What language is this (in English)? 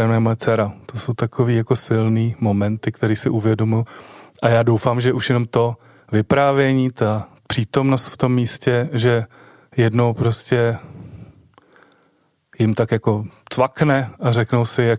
Czech